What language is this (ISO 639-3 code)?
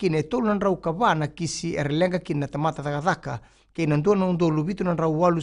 fij